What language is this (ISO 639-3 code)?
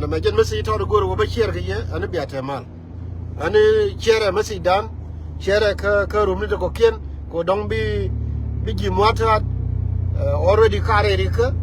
nus